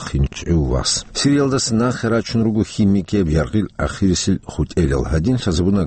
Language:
Avaric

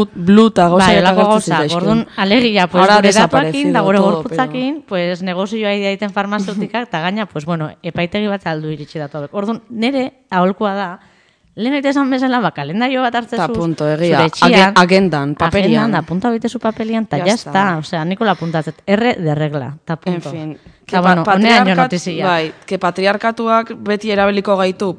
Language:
Basque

